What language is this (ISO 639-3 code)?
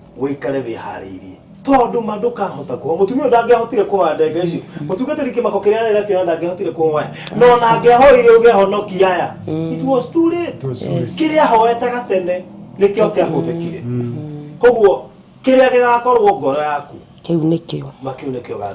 kik